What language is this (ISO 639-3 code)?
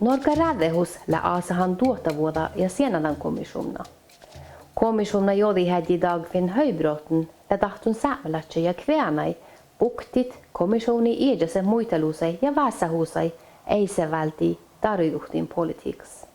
sme